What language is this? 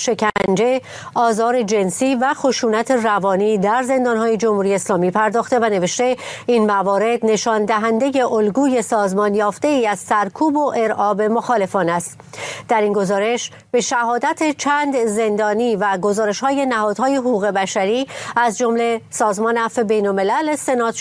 Persian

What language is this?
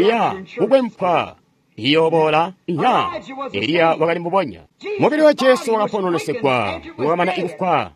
Tonga (Zambia)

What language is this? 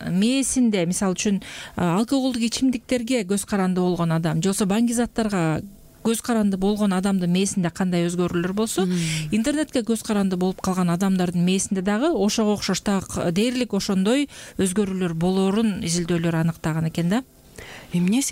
Kyrgyz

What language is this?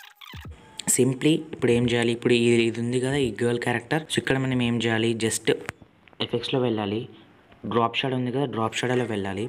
Telugu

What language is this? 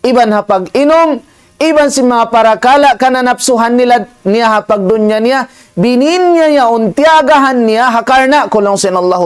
Tausug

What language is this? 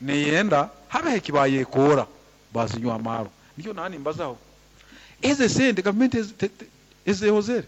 Nyoro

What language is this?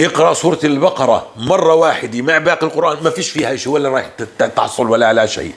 North Levantine Arabic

